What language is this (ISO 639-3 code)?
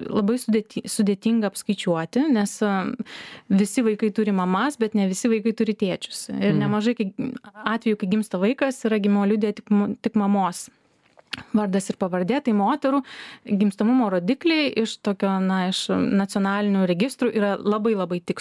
lit